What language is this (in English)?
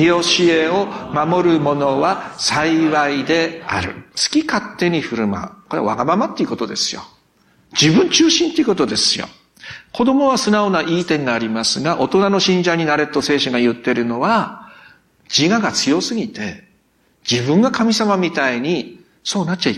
Japanese